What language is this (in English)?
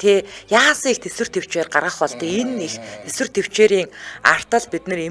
Mongolian